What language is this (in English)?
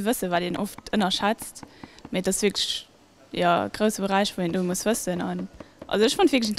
Luxembourgish